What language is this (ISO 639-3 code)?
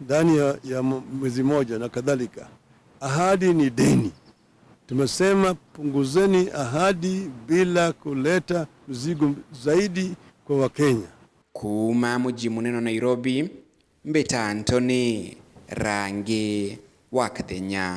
mer